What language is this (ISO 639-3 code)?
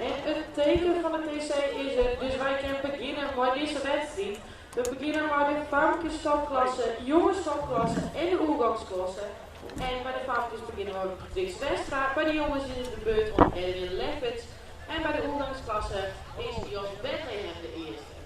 fry